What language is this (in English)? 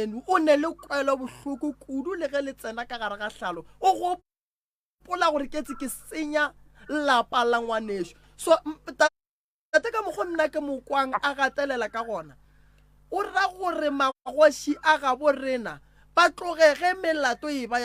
Northern Sotho